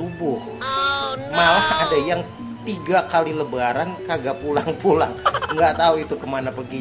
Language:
Betawi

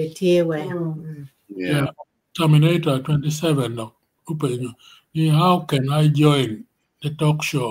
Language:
Acoli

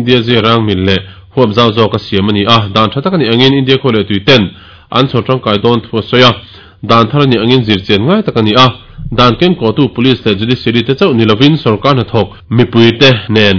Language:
Mizo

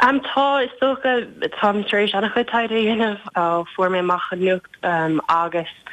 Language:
Irish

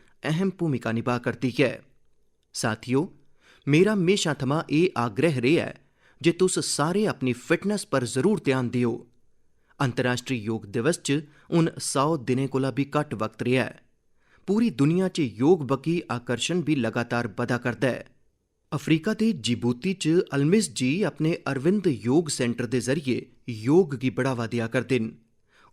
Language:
Dogri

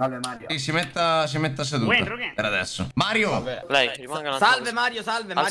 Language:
Italian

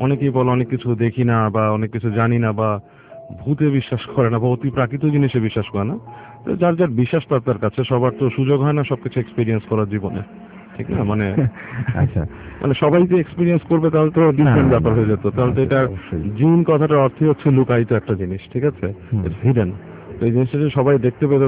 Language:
Bangla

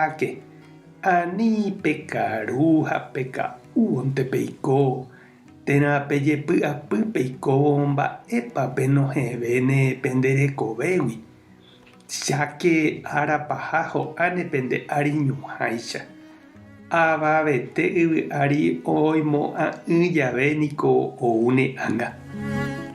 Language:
Guarani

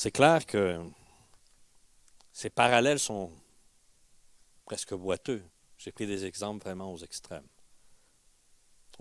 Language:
French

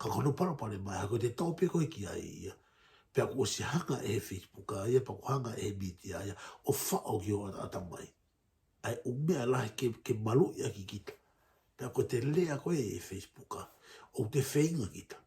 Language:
Tongan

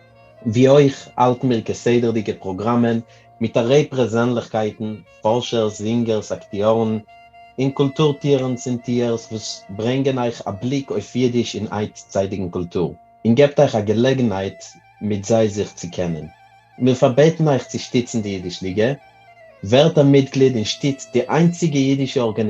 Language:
Yiddish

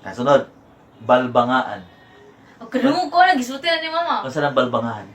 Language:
Cebuano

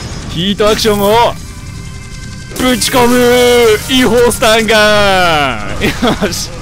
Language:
Japanese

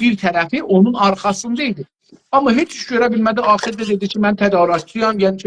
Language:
South Azerbaijani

